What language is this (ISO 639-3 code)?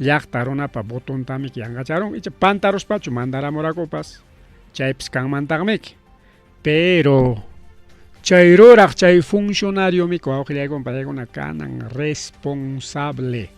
quy